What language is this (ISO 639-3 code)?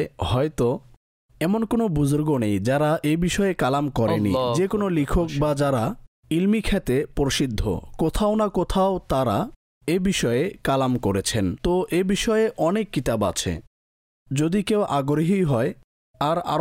ben